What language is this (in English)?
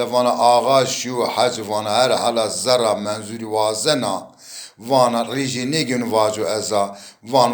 Zaza